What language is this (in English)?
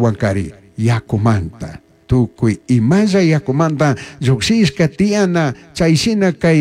Chimborazo Highland Quichua